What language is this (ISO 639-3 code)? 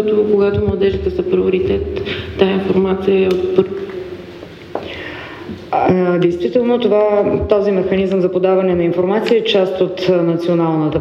bul